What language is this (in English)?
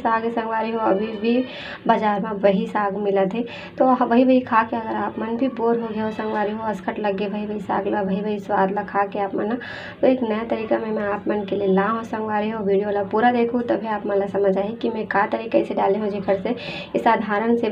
Chhattisgarhi